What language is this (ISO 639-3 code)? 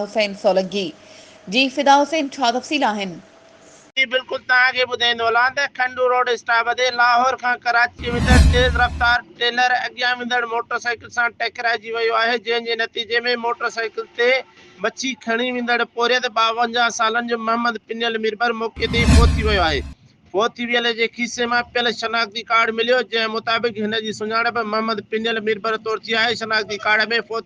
snd